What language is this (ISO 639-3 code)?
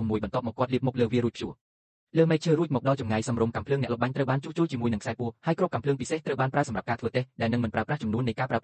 khm